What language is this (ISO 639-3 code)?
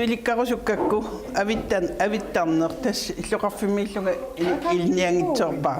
kal